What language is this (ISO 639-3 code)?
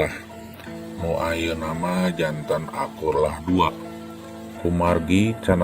sun